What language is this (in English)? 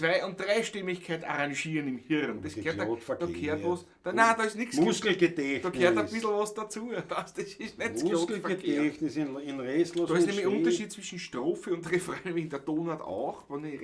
Bavarian